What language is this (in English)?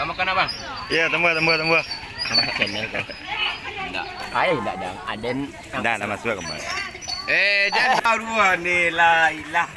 Minangkabau